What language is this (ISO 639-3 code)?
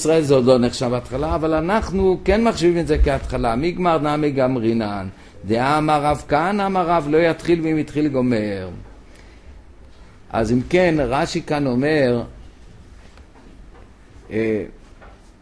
heb